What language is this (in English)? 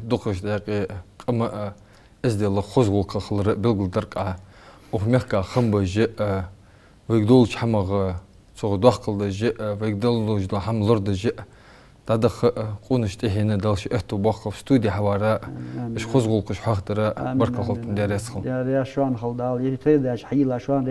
Ingush